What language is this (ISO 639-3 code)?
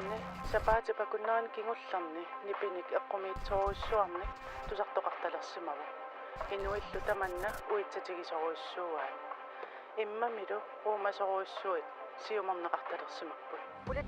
kal